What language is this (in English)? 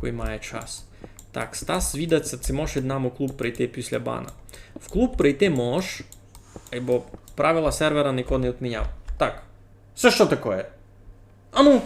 Rusyn